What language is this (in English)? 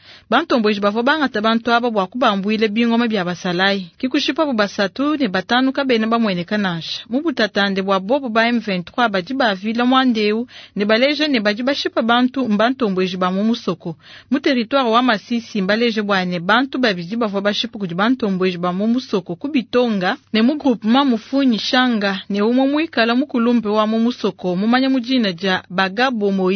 Luba-Lulua